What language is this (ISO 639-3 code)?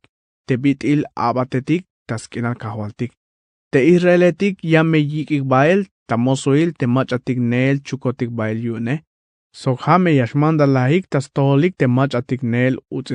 tzh